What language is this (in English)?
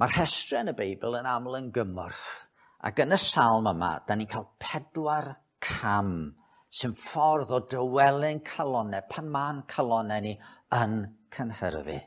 Welsh